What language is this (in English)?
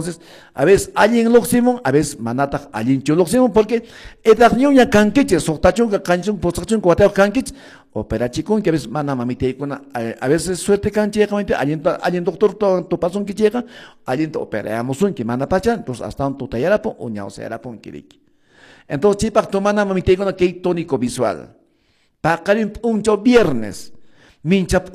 Quechua